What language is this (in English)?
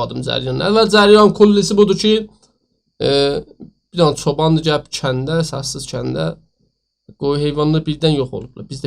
South Azerbaijani